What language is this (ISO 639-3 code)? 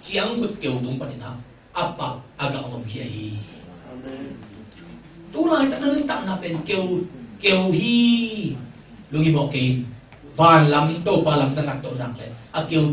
ctd